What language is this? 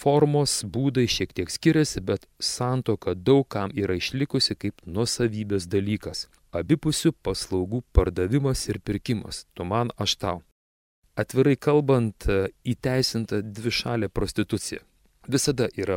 Lithuanian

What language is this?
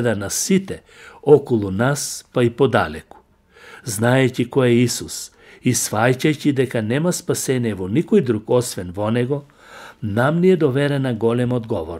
Macedonian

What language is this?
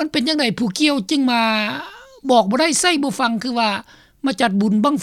Lao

